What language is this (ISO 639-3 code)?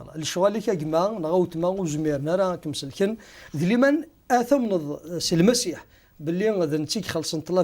kab